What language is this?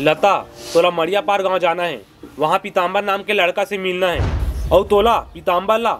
Chhattisgarhi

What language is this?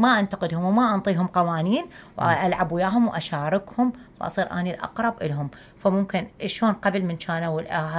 Mesopotamian Arabic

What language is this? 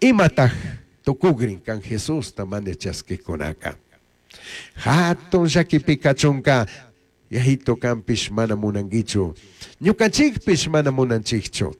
Chimborazo Highland Quichua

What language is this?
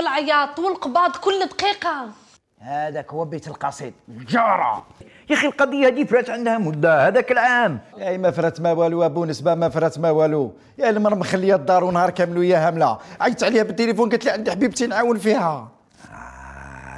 Algerian Arabic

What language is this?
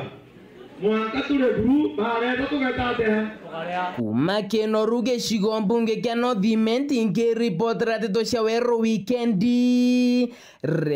Meru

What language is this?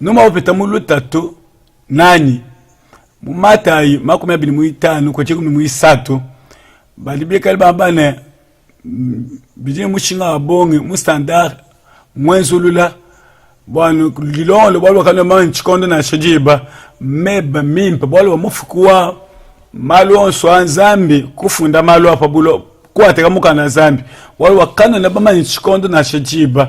Luba-Lulua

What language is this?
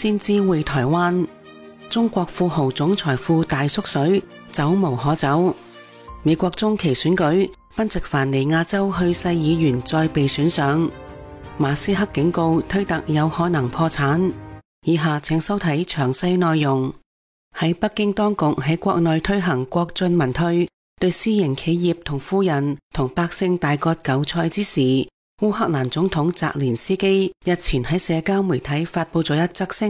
Cantonese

